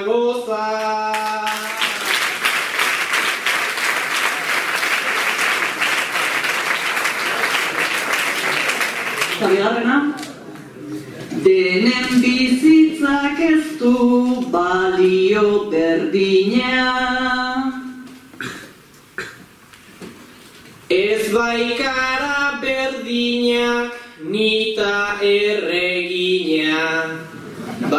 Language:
Basque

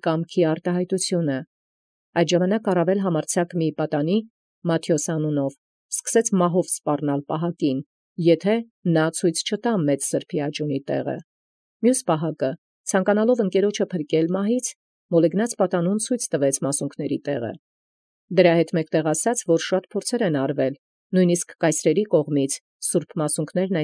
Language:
Armenian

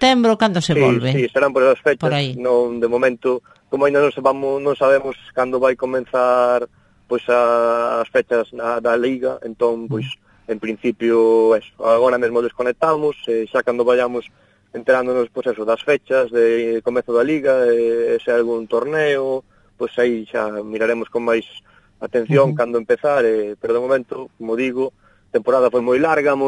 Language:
Galician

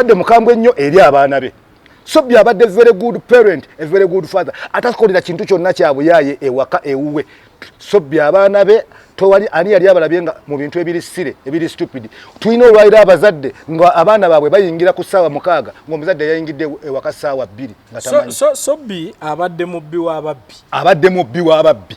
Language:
Ganda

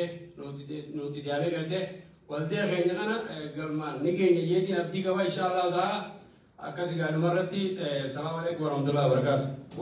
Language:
Oromo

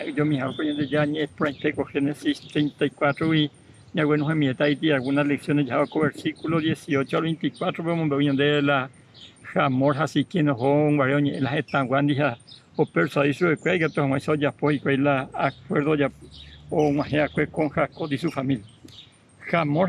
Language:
Guarani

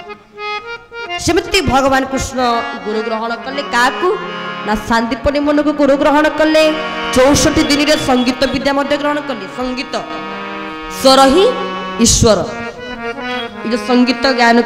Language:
Odia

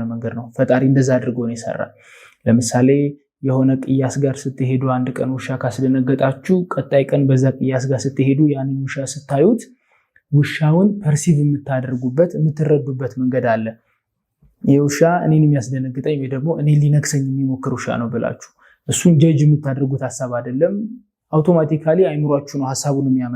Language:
Amharic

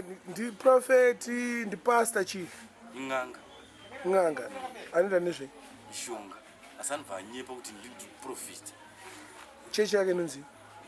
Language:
Shona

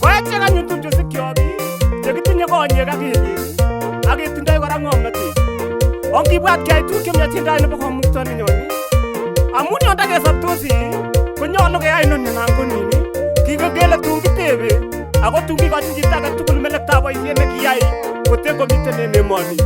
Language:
Kalenjin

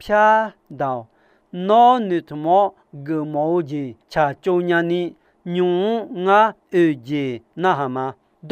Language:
Akha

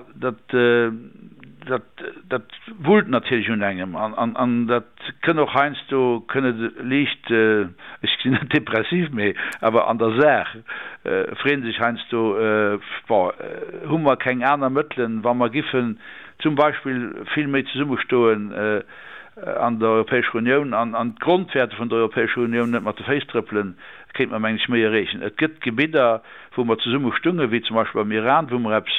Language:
Luxembourgish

